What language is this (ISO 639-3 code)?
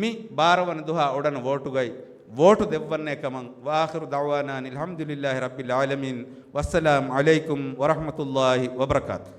div